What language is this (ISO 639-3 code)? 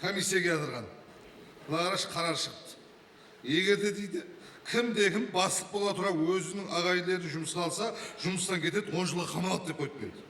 kaa